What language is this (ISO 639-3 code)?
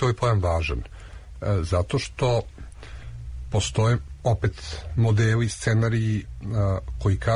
srp